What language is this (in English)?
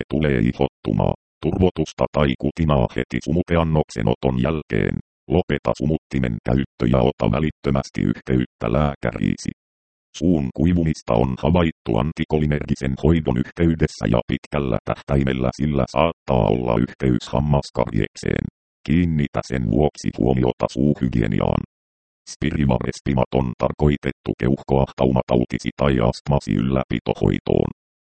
Finnish